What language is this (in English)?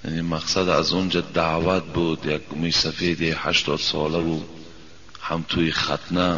Tajik